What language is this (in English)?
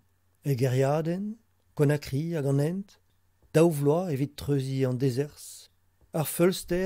Breton